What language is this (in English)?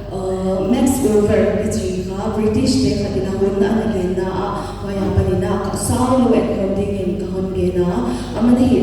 Paite Chin